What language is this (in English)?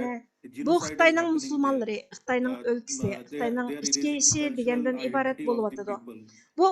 Uyghur